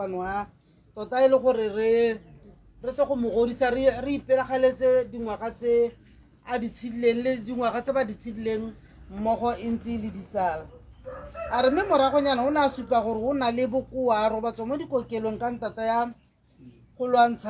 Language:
Tswana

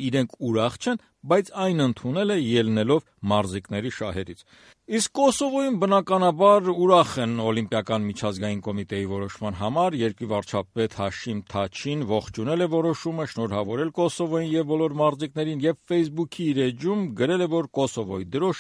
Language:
Armenian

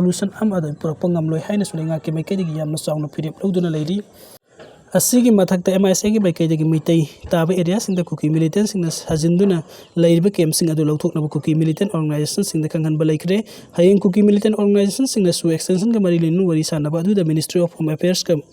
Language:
Manipuri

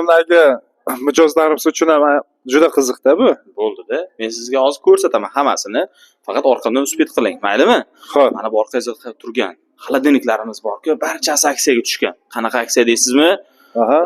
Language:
Uzbek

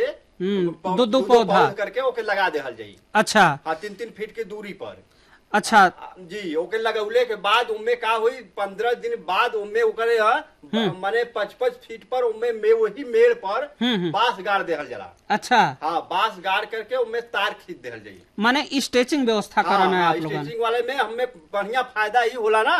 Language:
Bhojpuri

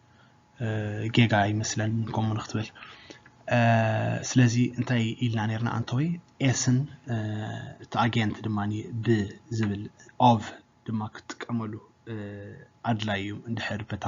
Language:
Tigrinya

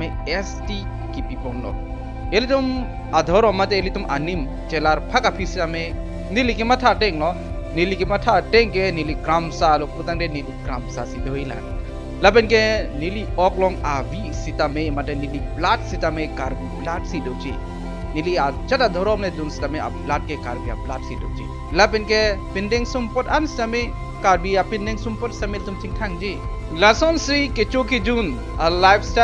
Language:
Karbi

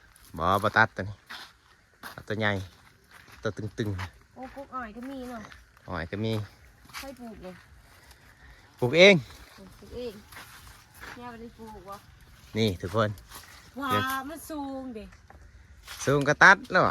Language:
Lao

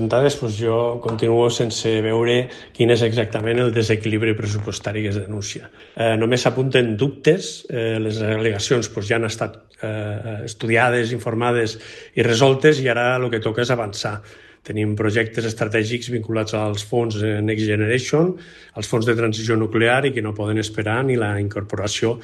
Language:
Catalan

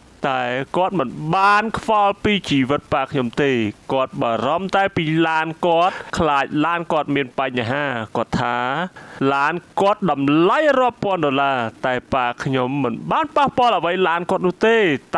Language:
Khmer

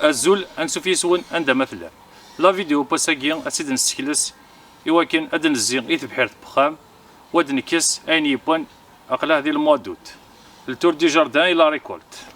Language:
Kabyle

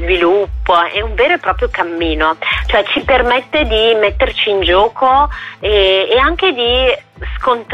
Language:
Italian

